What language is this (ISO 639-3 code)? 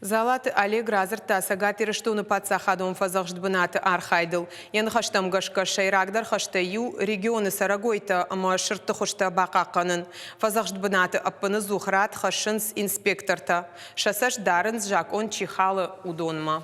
oss